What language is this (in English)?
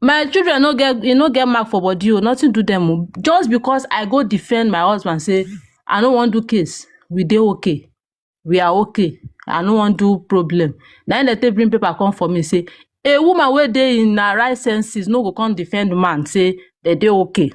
Nigerian Pidgin